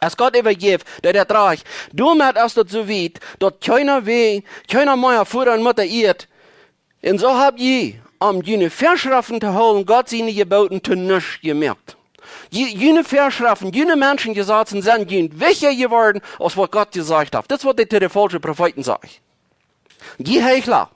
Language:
Plautdietsch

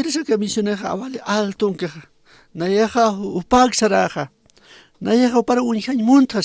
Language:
Aymara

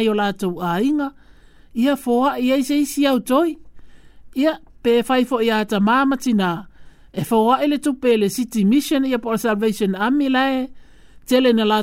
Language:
Samoan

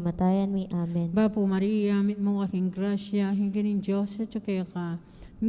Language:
Pampanga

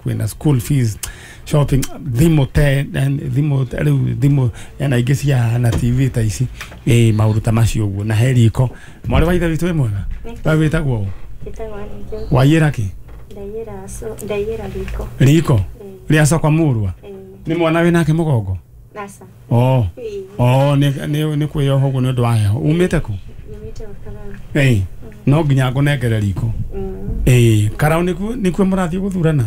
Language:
Kikuyu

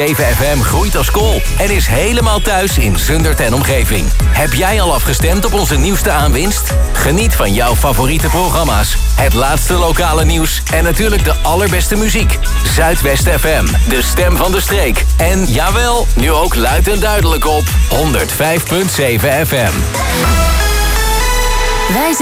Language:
Dutch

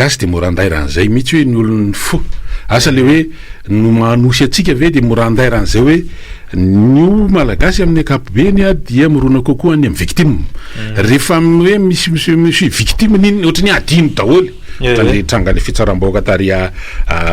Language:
Malagasy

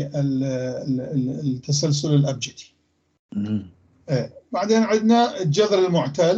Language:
North Levantine Arabic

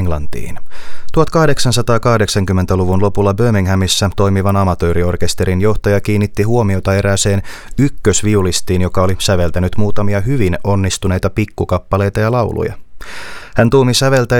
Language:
Finnish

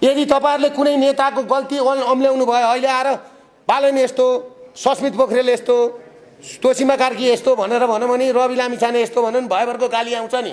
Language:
Nepali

